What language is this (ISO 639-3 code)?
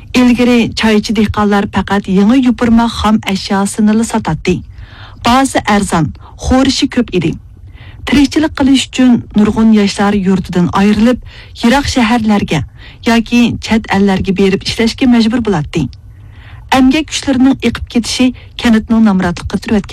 uig